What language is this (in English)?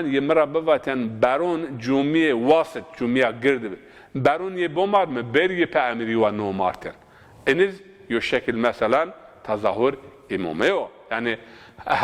Zaza